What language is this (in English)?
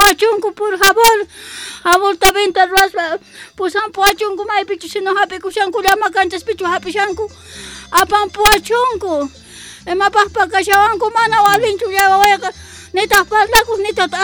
South Bolivian Quechua